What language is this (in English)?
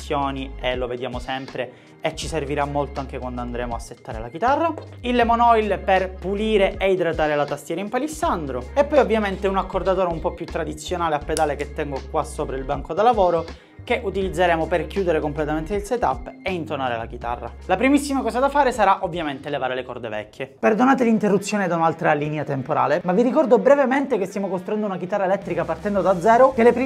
Italian